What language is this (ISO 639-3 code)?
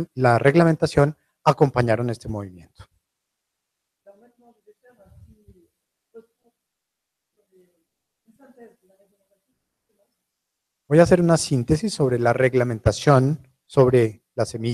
spa